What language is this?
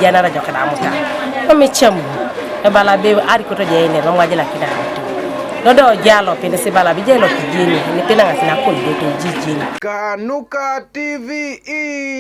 Teso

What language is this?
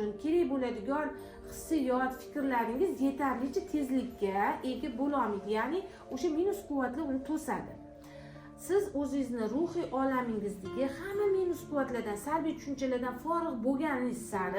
Uzbek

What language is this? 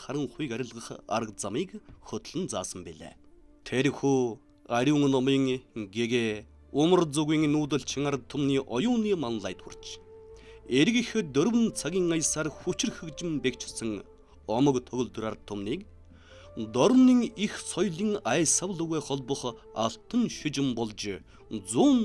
Mongolian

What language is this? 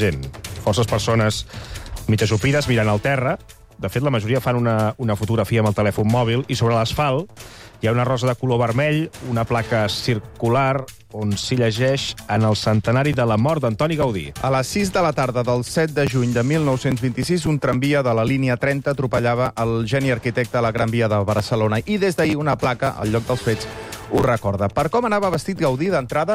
Catalan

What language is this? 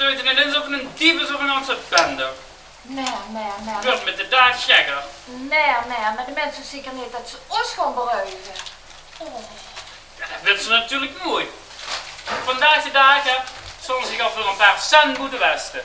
Limburgish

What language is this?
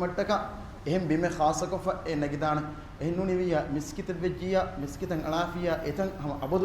Divehi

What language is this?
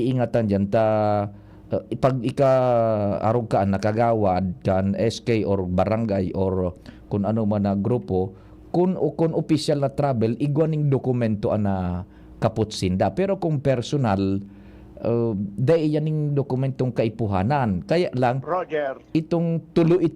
Bikol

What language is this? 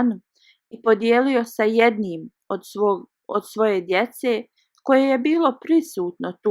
Bosnian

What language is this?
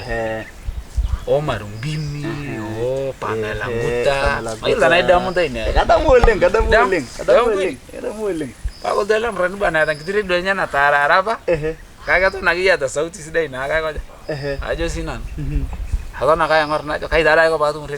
Masai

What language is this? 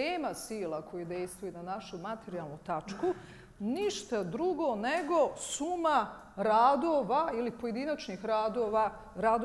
Bosnian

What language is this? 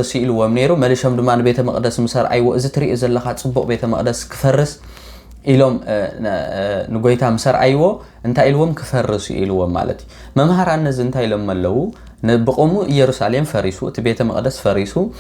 Tigrinya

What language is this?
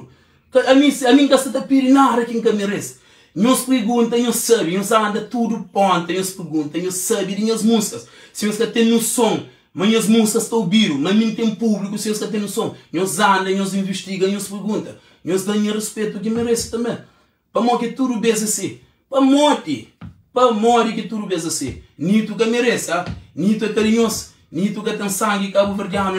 Kabuverdianu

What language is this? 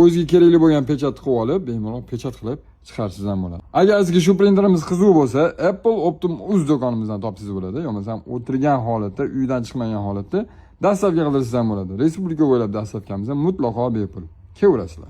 Uzbek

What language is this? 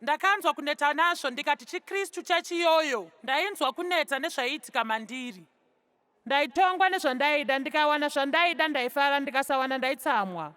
Shona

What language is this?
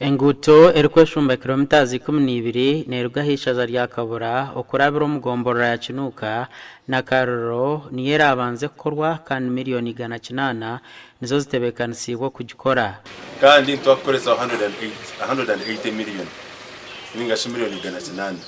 Nyankole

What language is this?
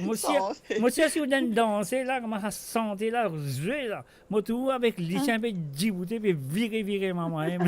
Morisyen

